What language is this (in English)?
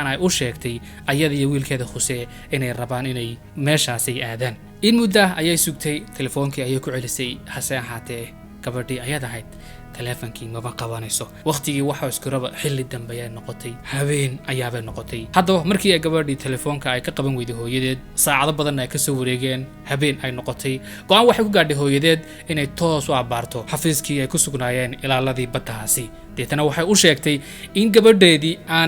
Somali